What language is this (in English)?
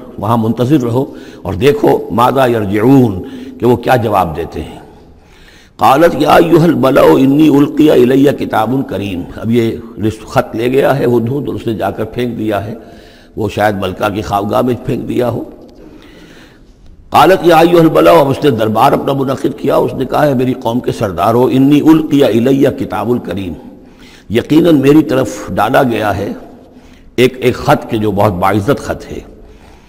Urdu